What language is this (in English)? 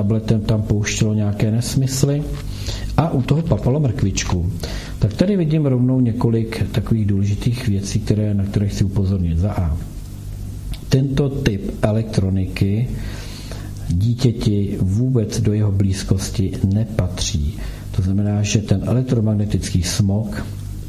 Czech